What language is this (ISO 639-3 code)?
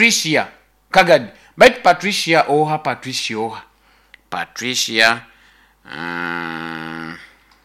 nyo